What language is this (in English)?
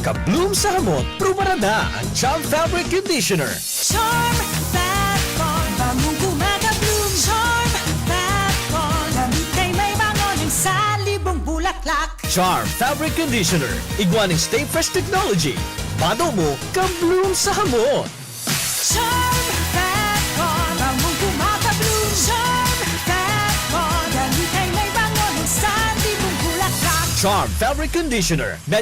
Bikol